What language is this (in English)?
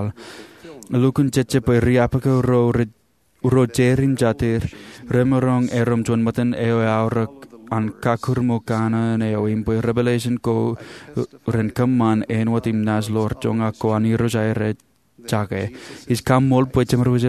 Marshallese